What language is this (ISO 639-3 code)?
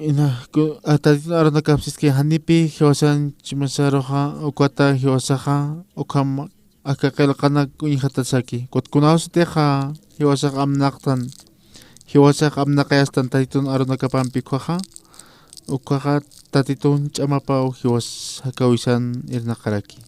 aym